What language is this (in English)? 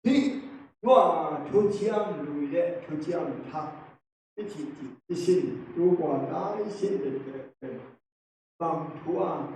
Tedim Chin